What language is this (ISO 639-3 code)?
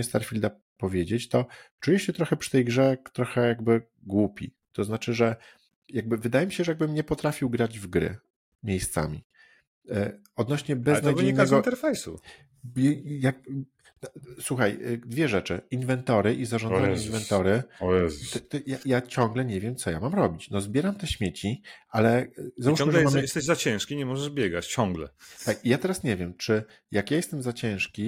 pol